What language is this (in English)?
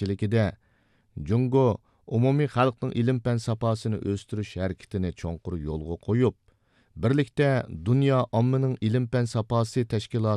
Uyghur